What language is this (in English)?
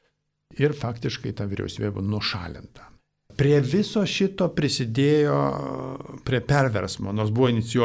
Lithuanian